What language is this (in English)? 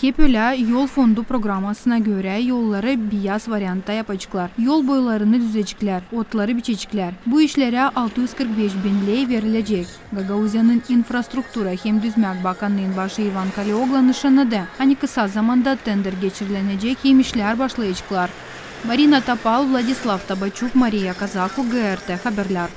Gagauz